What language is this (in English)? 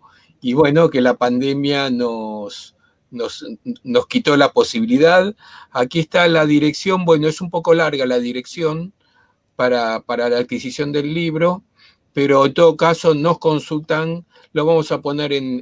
Ladino